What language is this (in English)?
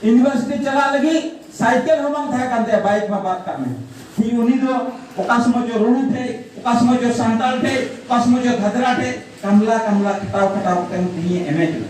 Santali